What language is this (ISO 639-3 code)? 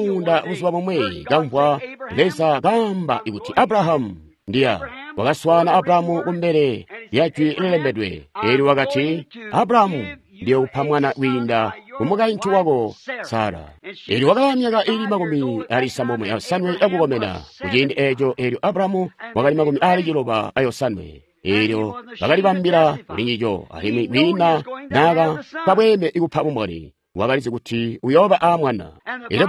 toi